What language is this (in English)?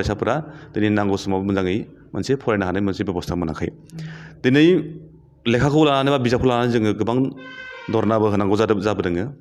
Bodo